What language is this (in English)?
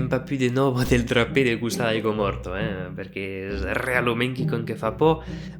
Occitan